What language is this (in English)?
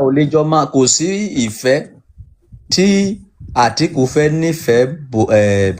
Yoruba